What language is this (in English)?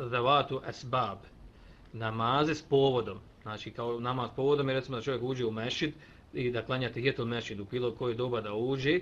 Bosnian